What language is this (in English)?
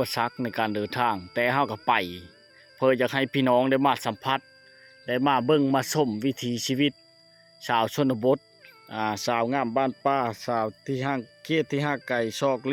Lao